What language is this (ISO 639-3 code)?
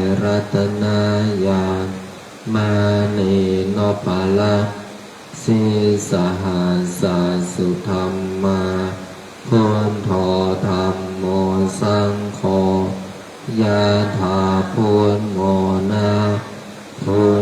pli